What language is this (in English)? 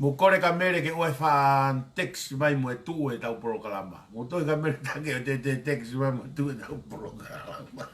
Tongan